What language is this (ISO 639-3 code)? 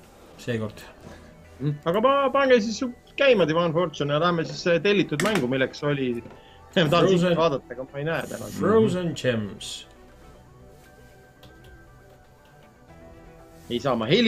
est